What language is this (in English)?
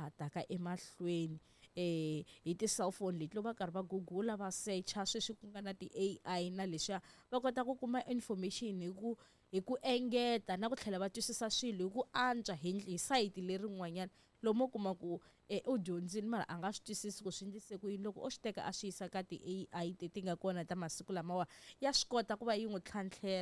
Tsonga